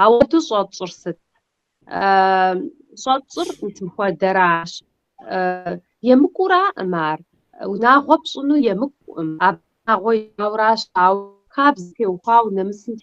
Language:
Kabardian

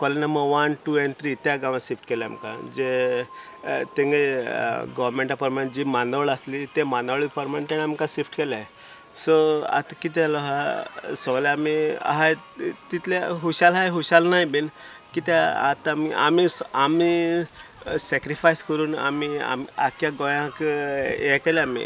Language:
Konkani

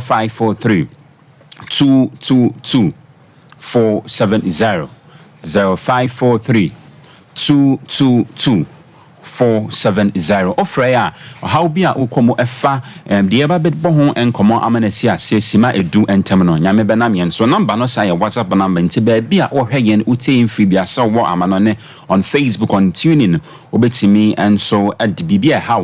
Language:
Akan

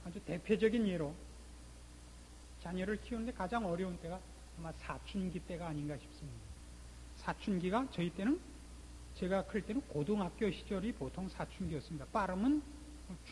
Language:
Korean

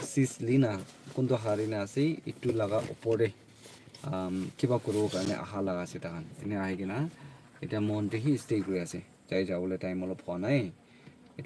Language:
Naga Pidgin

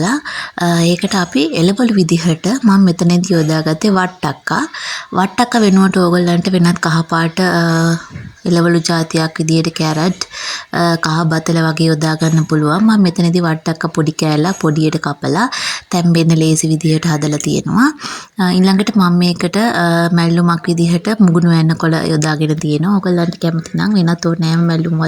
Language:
Sinhala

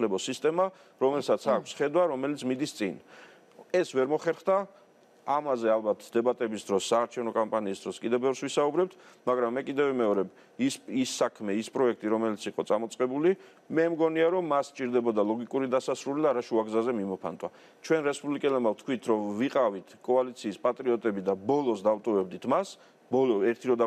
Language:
Georgian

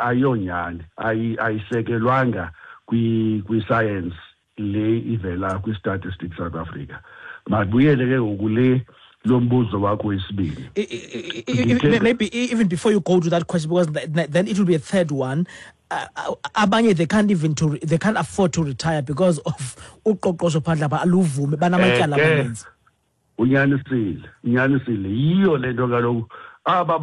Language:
Xhosa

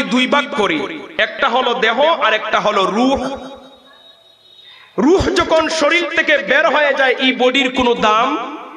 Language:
Bangla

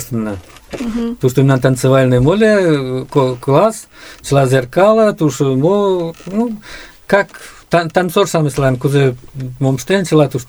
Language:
Mari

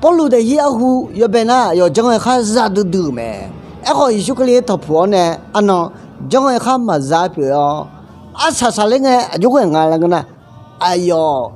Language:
Akha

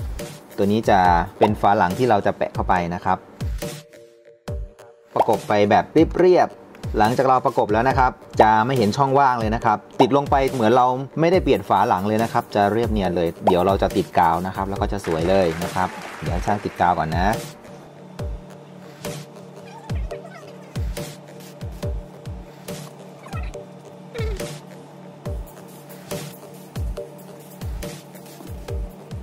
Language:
Thai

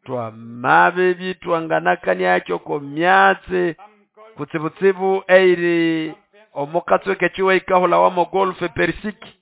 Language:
Nande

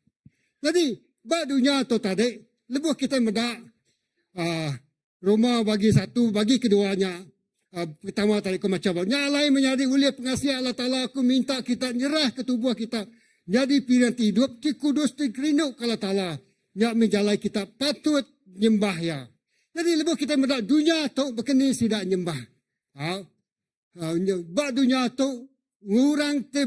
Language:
Iban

